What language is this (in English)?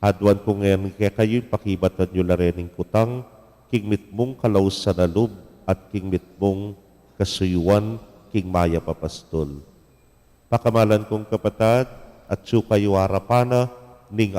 Pampanga